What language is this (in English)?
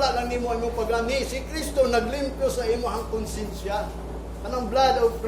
Cebuano